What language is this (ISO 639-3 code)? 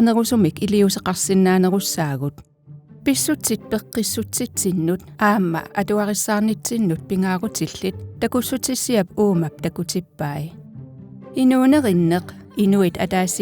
kal